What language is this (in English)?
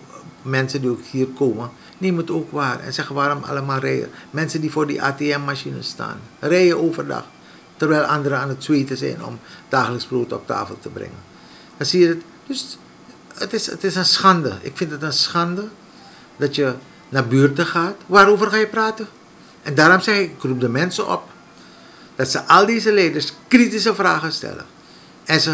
Dutch